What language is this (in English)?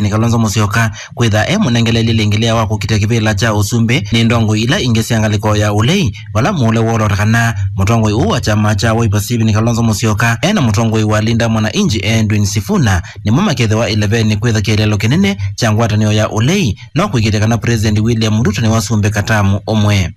Kamba